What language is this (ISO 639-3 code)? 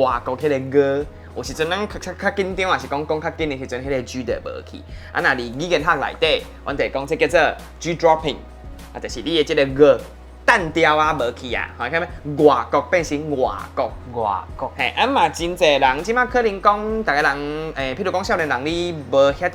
nan